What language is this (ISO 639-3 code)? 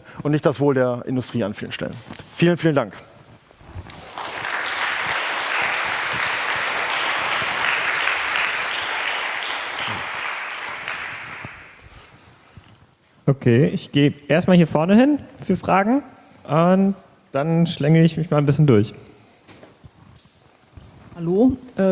deu